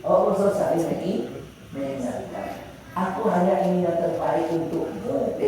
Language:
Minangkabau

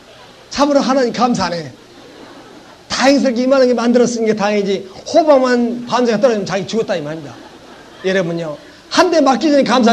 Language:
Korean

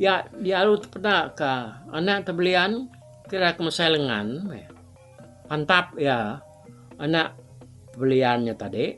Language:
Iban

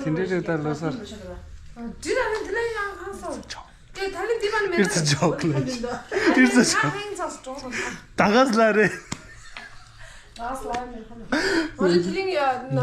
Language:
Tibetan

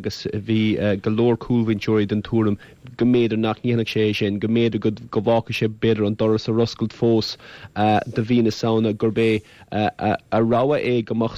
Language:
Irish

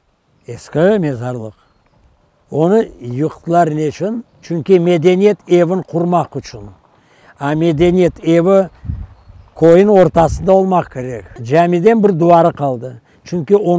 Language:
Crimean Tatar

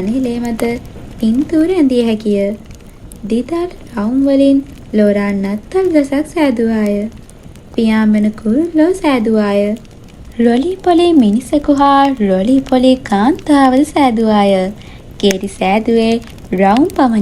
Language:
Sinhala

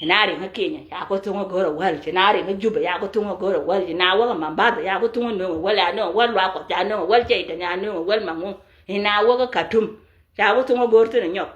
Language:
Nuer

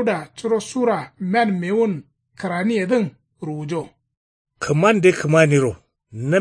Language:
Kanuri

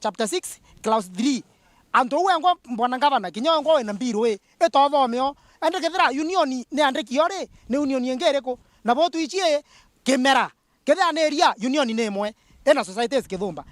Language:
Meru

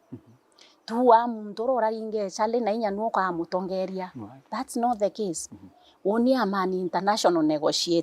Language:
Meru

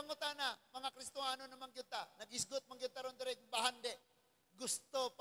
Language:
Cebuano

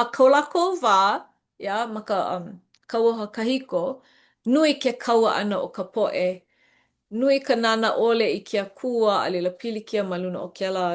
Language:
Hawaiian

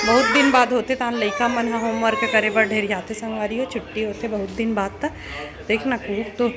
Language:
Chhattisgarhi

